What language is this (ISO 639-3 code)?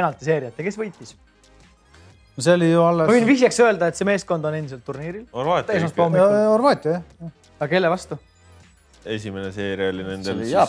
est